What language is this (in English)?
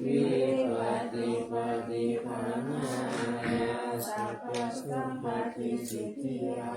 Pali